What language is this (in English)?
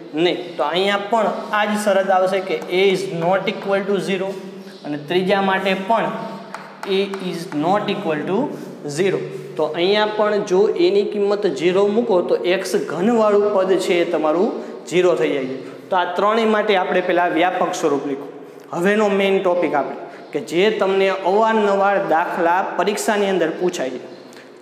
Gujarati